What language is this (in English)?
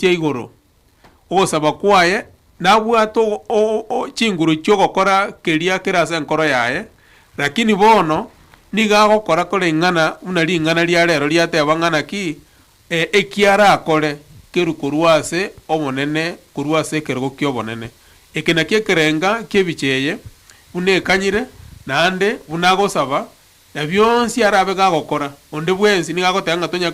Gusii